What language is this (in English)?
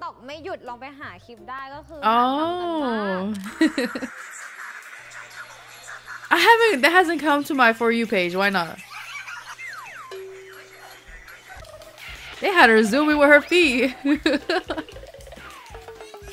Thai